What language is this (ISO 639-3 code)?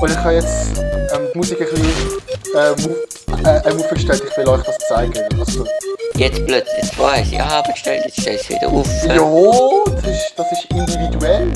gsw